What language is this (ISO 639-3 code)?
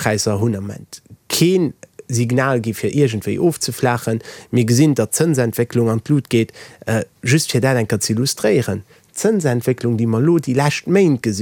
ltz